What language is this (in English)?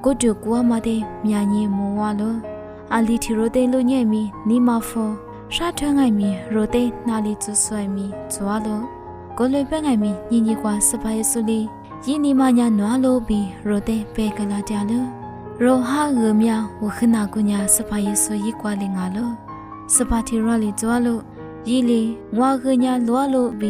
Lisu